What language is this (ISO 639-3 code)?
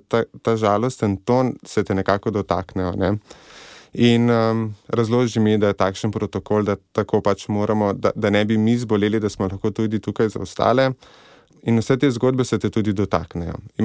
slv